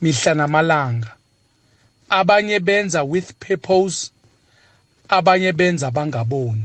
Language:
South Ndebele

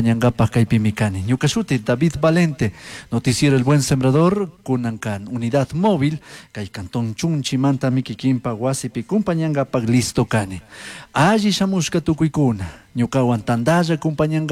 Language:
Chimborazo Highland Quichua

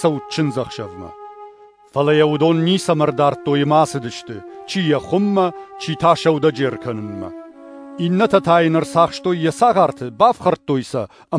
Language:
Ossetic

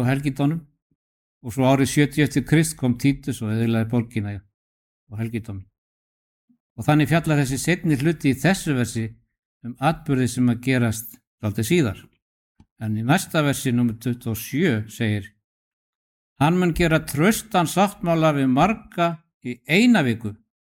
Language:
Icelandic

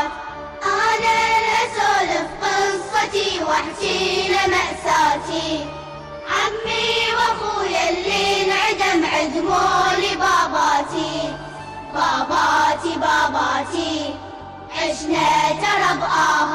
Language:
Mesopotamian Arabic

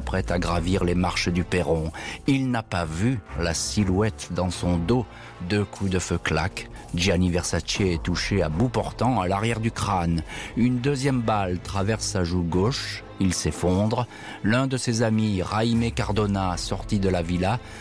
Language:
French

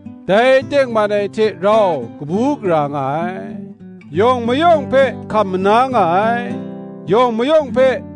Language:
Kachin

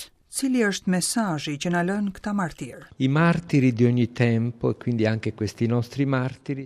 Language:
Albanian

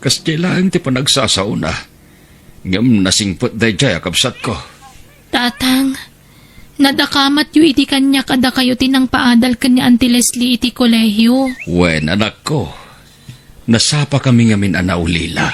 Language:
Iloko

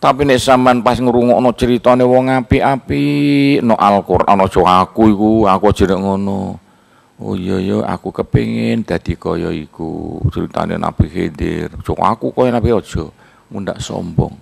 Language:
Javanese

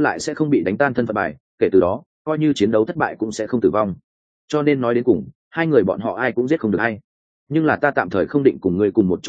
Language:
Vietnamese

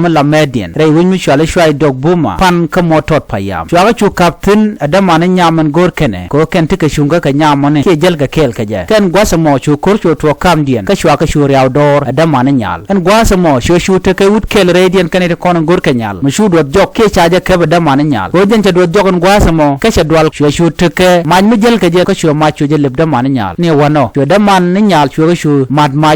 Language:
Nuer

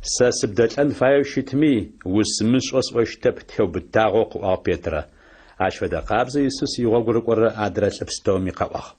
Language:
Adyghe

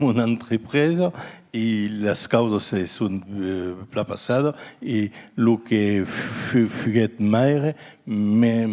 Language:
Occitan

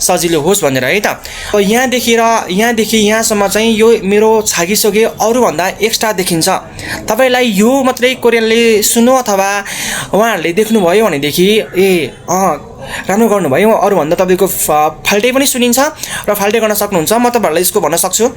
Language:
Nepali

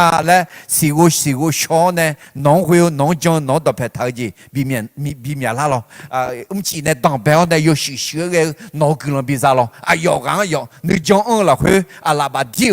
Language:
Akha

